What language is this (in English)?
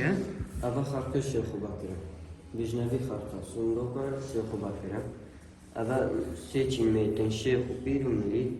Kurdish